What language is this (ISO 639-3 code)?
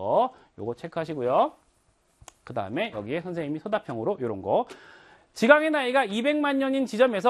kor